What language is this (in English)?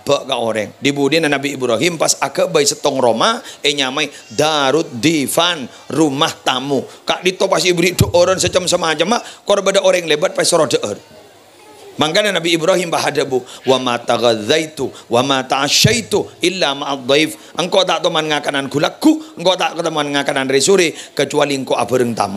Madurese